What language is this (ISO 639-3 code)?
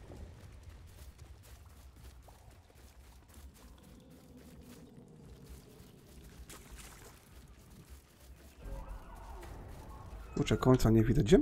pol